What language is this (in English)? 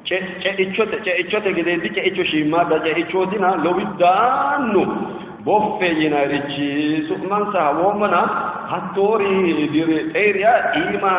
Sidamo